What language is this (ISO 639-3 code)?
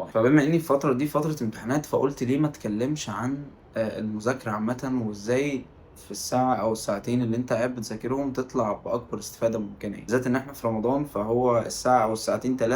arz